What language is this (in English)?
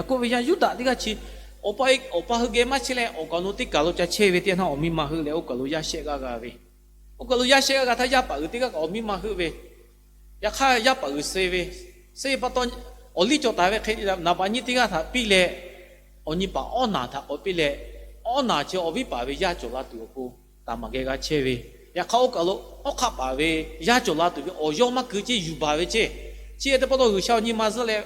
Lahu